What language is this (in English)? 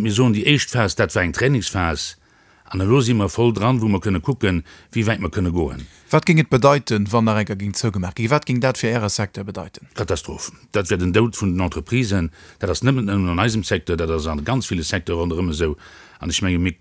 Luxembourgish